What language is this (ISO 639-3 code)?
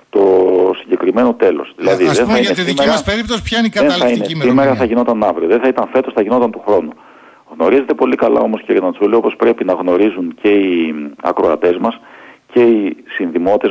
ell